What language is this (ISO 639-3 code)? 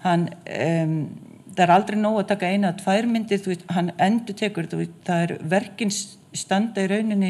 isl